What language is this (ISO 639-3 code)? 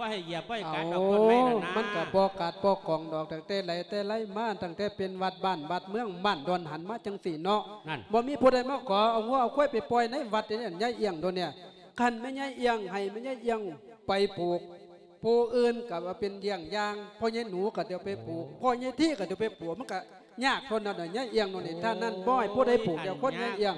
lao